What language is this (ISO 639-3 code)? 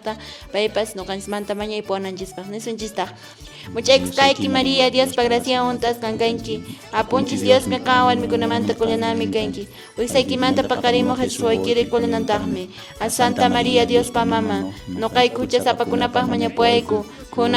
que